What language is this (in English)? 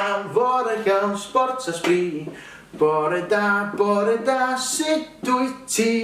Welsh